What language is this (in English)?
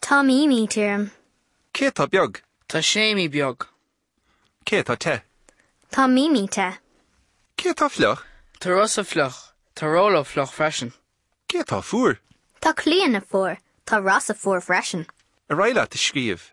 Irish